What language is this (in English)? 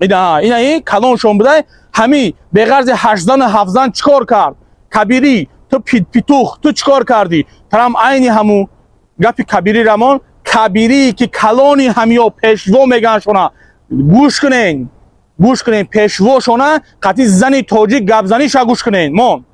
Tajik